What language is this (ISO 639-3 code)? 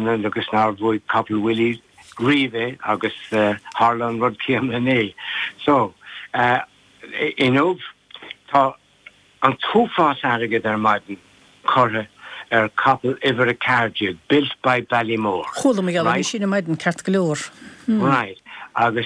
gle